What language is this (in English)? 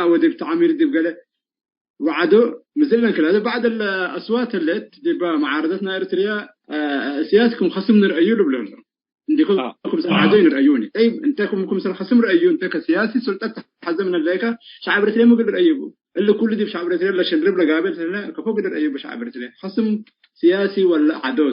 Tigre